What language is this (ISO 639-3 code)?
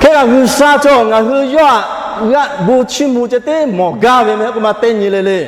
lhu